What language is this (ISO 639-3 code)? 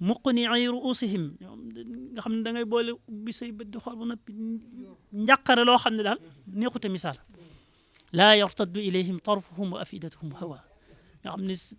wol